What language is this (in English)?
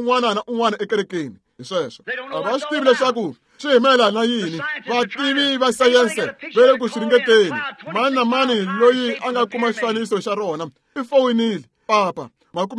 Tsonga